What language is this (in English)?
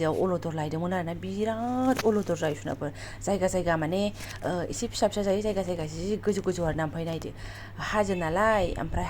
Bodo